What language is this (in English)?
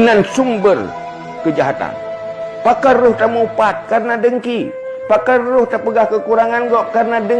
Achinese